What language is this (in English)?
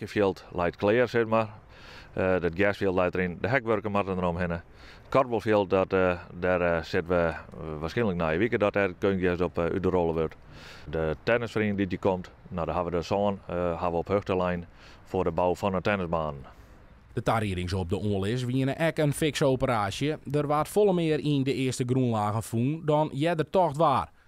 Western Frisian